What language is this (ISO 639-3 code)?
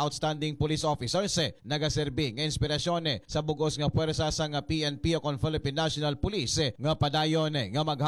hil